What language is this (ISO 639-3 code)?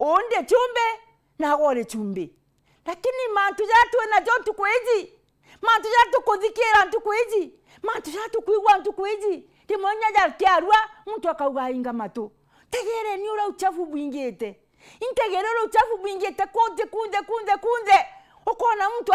mer